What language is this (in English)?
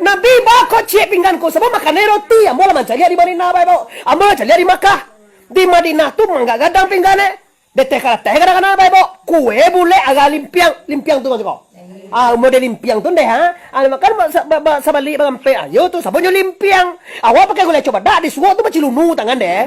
Minangkabau